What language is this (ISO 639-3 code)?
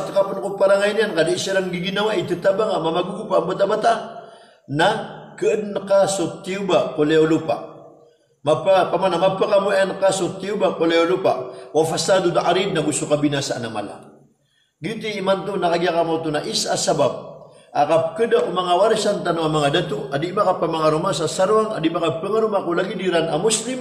mrw